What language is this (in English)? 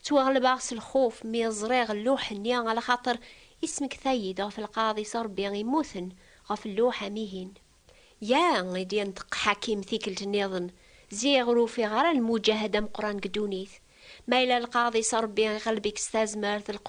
Kabyle